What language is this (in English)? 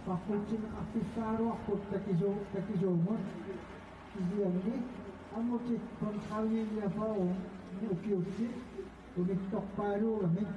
Kalaallisut